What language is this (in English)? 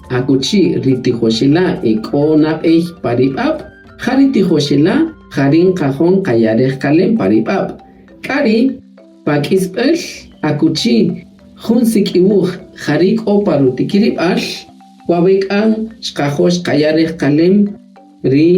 Kaqchikel